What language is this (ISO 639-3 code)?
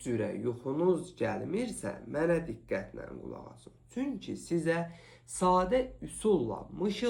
aze